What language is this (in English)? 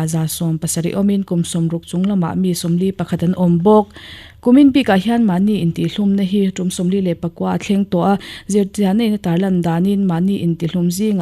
Mizo